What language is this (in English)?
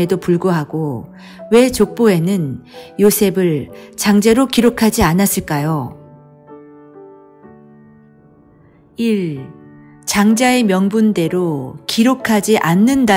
Korean